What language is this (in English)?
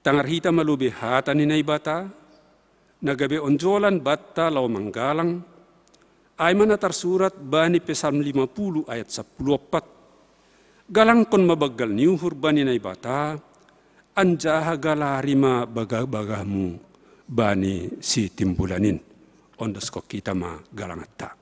Batak Simalungun